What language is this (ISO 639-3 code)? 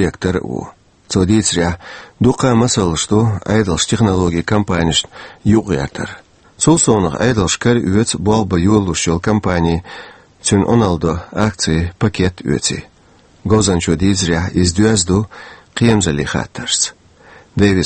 che